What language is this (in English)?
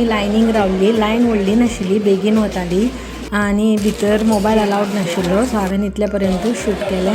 Konkani